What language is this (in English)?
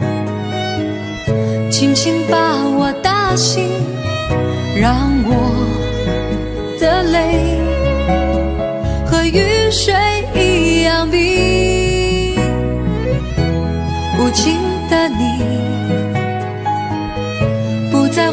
Chinese